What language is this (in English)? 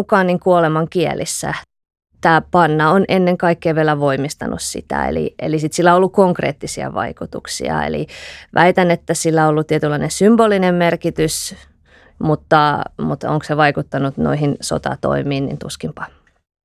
Finnish